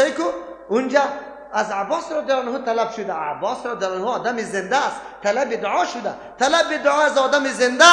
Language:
Persian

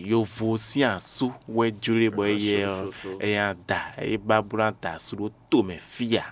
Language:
Fon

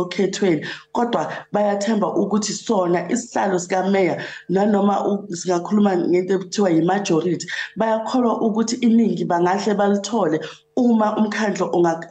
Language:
Zulu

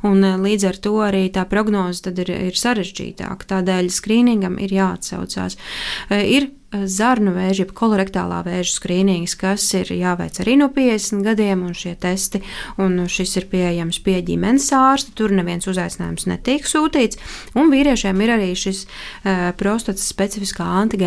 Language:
Latvian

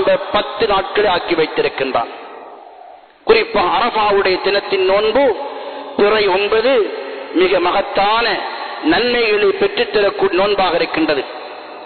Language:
Tamil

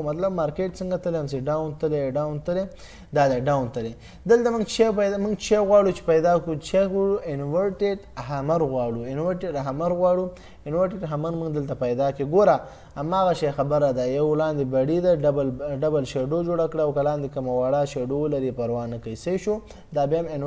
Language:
Pashto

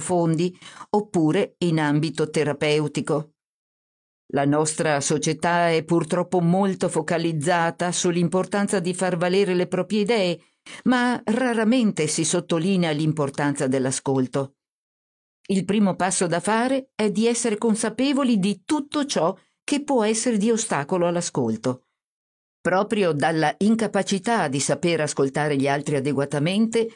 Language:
Italian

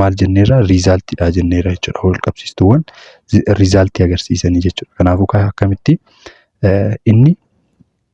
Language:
Oromo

